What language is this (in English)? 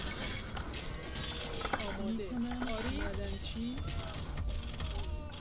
Persian